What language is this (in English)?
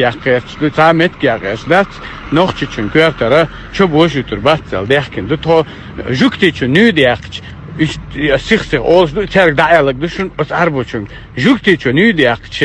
Chechen